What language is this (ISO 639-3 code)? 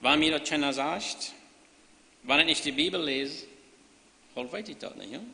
pdt